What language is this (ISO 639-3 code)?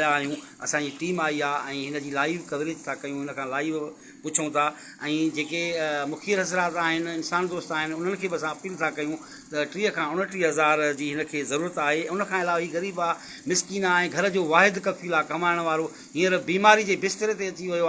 snd